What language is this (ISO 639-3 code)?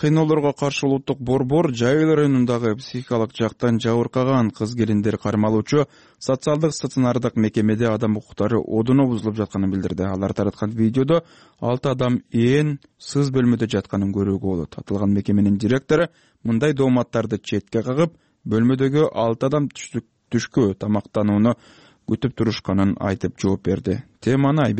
kir